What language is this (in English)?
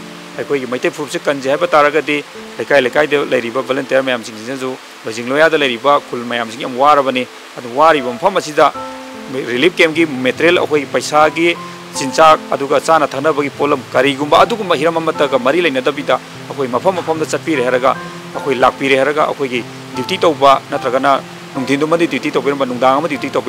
Manipuri